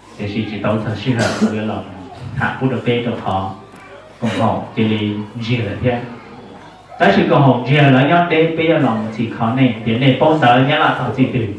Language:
Hmong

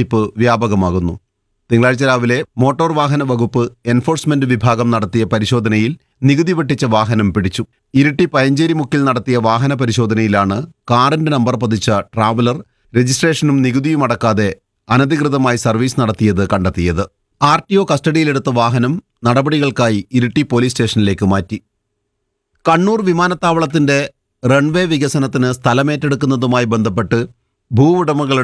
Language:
Malayalam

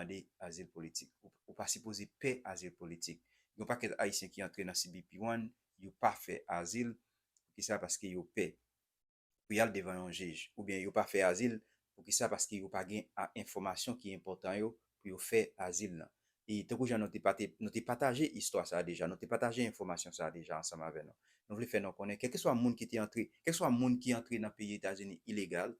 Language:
Haitian Creole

